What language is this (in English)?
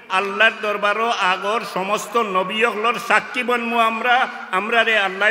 Sylheti